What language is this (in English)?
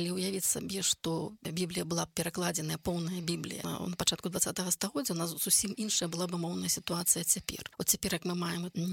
Belarusian